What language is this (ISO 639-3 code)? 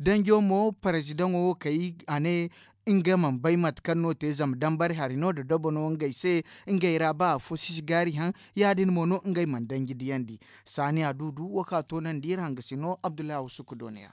dje